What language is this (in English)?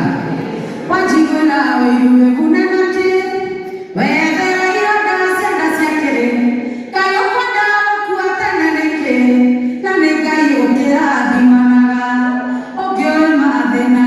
Kikuyu